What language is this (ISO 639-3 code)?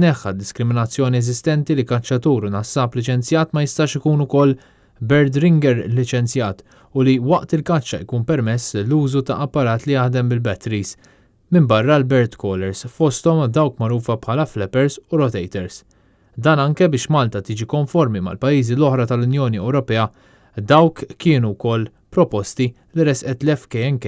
mlt